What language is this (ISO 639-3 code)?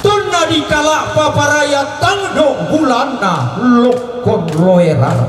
sda